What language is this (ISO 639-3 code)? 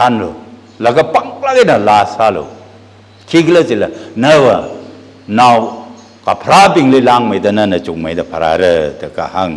nmf